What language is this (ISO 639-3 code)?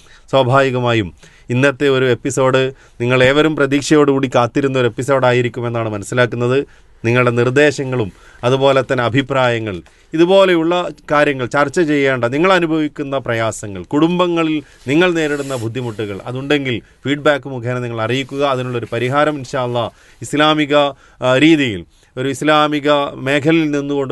mal